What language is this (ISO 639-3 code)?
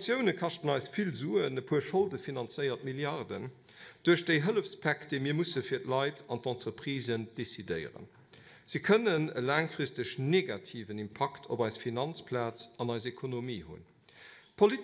ltz